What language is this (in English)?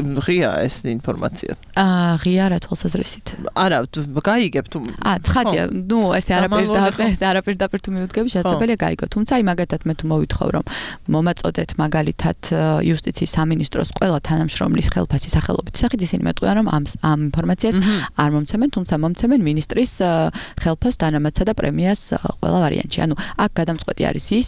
Georgian